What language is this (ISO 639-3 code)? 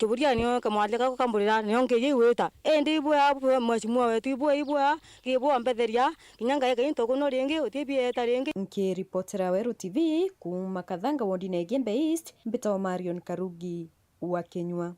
mer